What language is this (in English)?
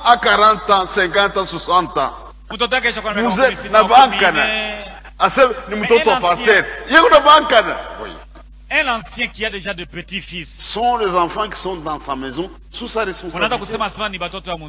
Swahili